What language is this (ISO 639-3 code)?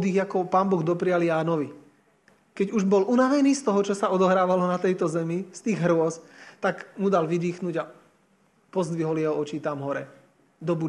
slk